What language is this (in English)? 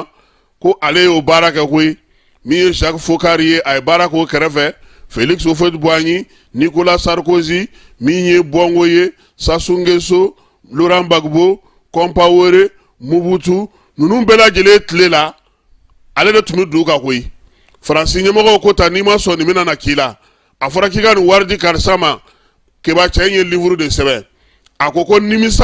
Bambara